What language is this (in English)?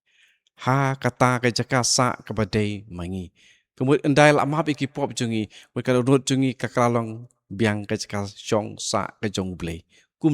Khasi